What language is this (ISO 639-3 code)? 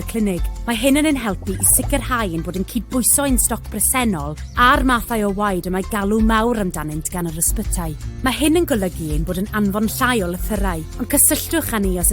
cym